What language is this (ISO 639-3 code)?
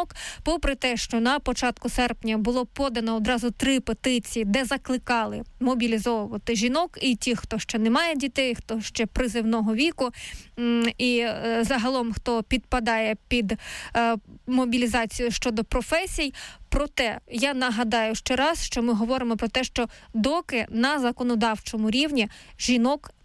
ukr